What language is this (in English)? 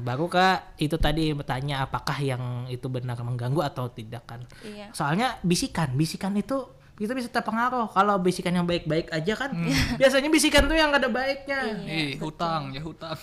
Banjar